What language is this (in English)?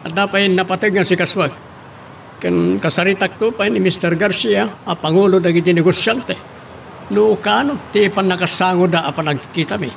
Iloko